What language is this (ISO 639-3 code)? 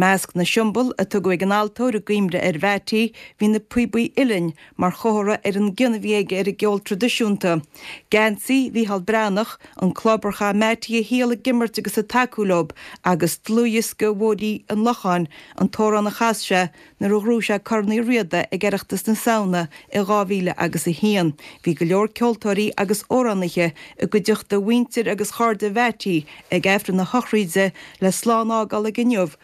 gle